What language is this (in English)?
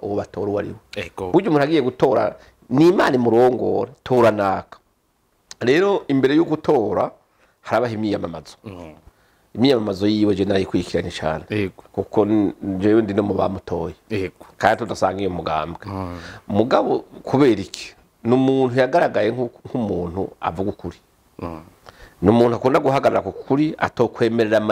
Rundi